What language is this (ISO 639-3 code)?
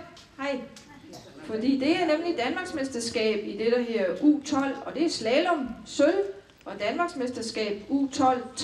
dan